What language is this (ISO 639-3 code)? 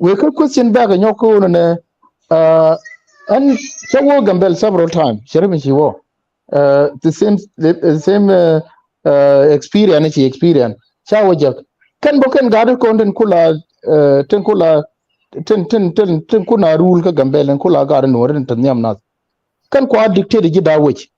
nus